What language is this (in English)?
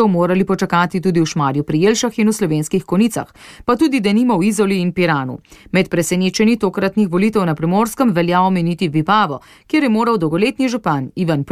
Slovenian